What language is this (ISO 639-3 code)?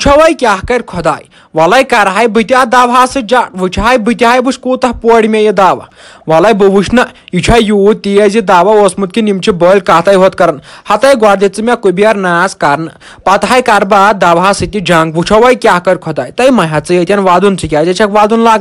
kas